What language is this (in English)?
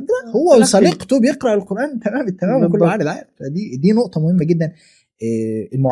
Egyptian Arabic